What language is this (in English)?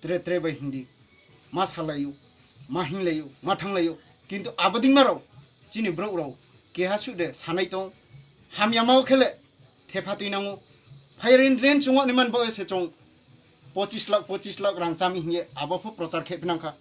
Riang (India)